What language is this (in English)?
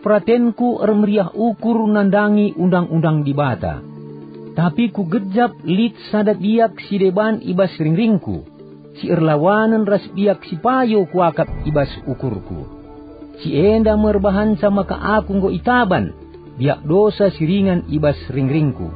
Batak Karo